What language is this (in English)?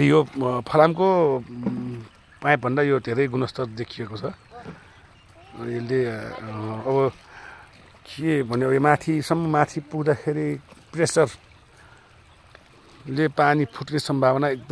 Nepali